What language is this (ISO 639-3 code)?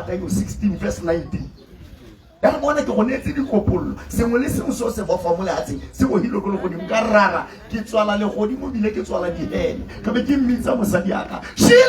tsn